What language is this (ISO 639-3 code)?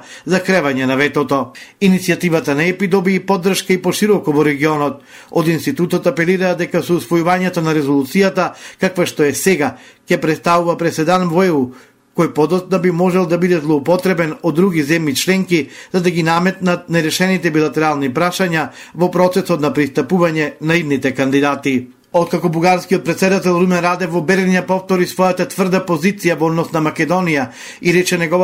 mkd